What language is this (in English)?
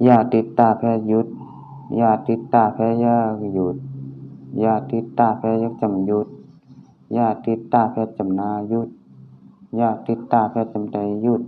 Shan